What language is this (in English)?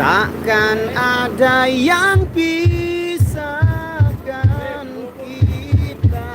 Sasak